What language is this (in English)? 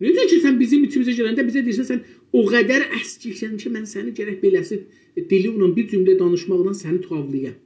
South Azerbaijani